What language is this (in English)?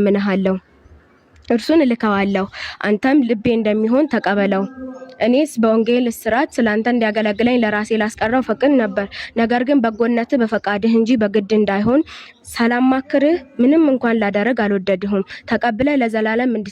Amharic